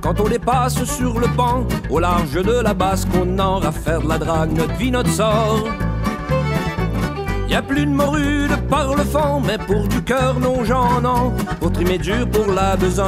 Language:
French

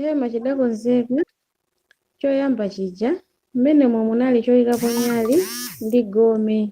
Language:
Nyanja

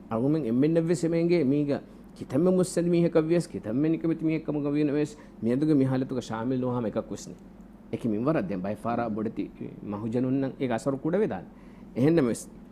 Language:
Divehi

